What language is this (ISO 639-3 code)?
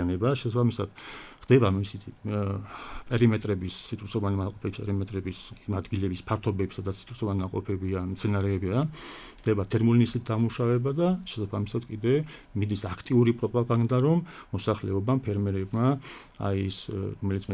kat